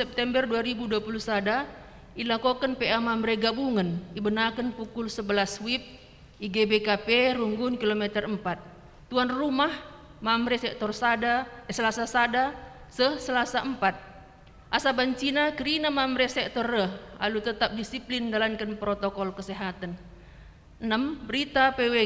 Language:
Batak Karo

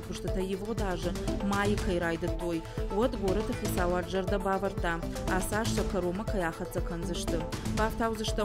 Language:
Ossetic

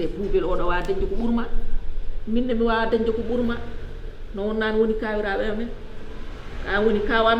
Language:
Fula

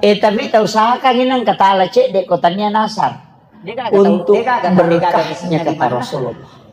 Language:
Buginese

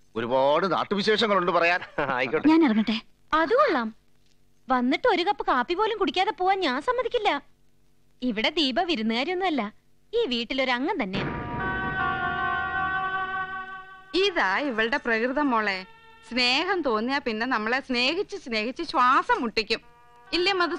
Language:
Malayalam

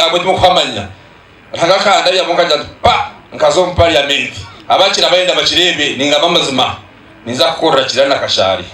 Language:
Nyankole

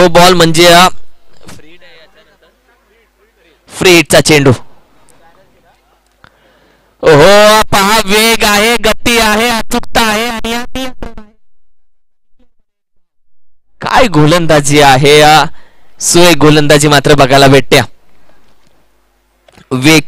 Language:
Marathi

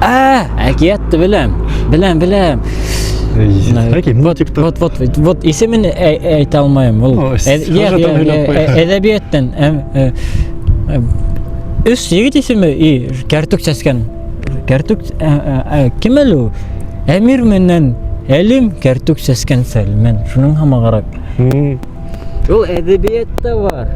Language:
Bashkir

